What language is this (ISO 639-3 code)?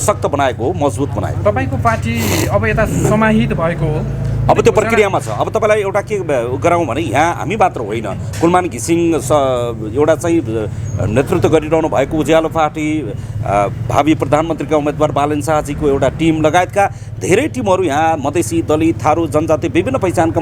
nep